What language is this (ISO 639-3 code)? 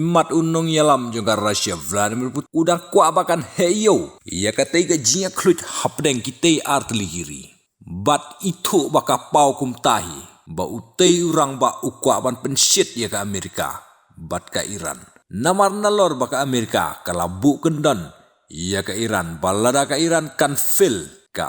kha